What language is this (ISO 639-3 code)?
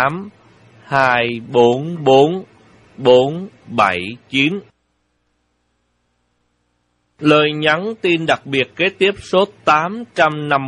vie